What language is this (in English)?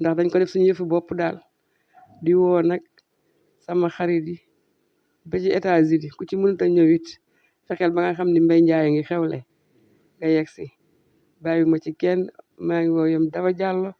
Wolof